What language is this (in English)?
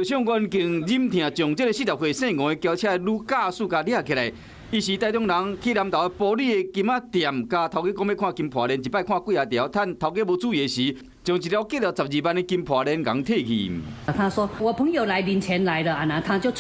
Min Nan Chinese